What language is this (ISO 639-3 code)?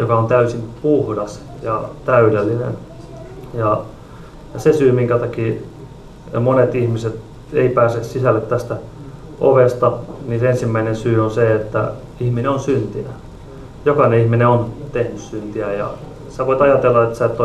fin